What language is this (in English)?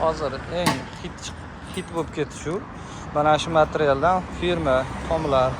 Uzbek